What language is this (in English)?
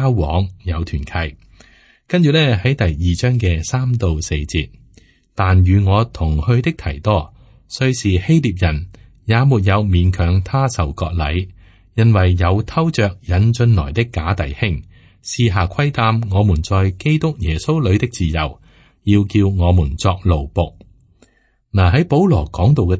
Cantonese